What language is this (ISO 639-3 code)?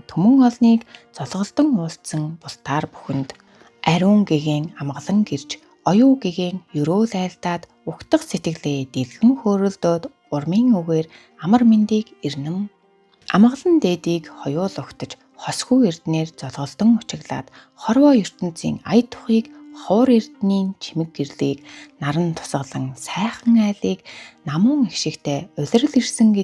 mon